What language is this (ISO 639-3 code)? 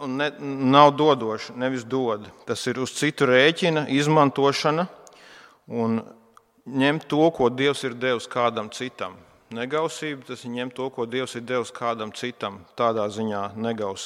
lav